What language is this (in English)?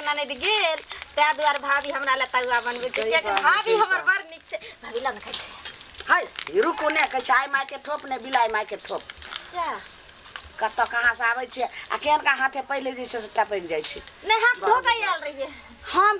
Maithili